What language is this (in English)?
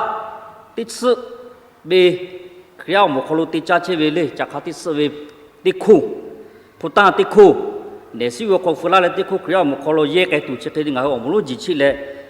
Lahu